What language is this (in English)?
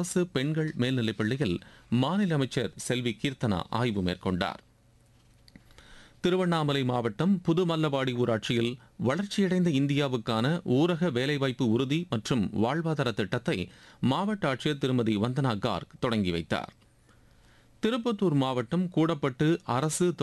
Tamil